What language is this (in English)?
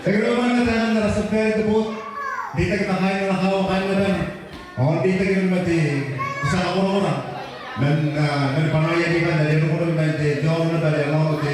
Gilbertese